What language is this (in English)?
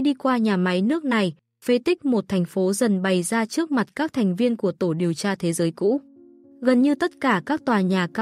Vietnamese